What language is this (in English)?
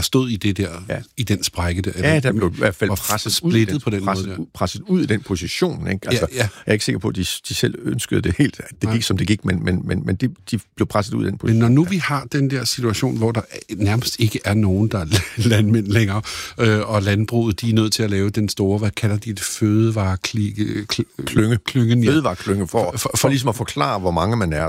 Danish